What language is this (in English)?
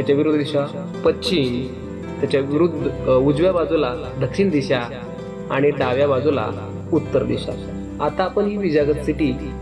Marathi